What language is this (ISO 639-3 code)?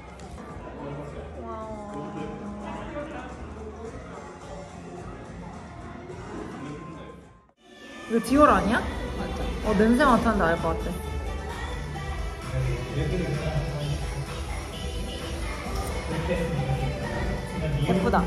kor